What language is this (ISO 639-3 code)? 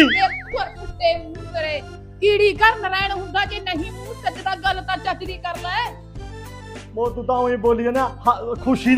pan